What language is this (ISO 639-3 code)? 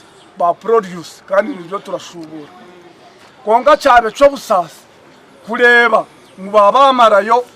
nyn